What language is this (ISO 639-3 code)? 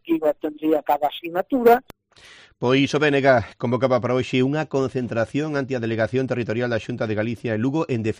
glg